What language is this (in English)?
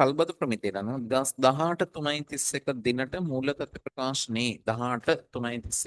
Sinhala